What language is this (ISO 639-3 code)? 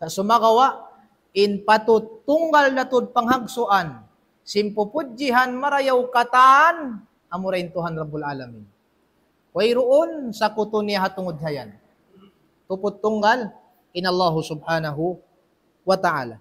tsg